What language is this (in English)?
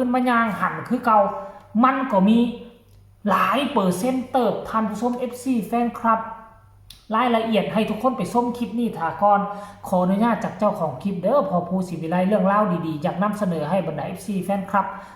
Northeastern Thai